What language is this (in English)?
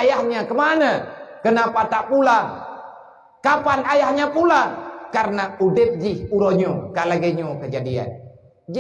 Achinese